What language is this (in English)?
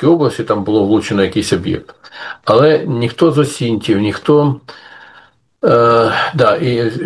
Ukrainian